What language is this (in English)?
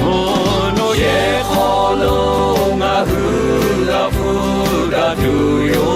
Lahu